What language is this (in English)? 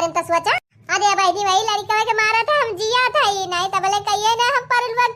Awadhi